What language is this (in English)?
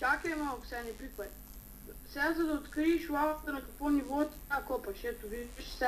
Bulgarian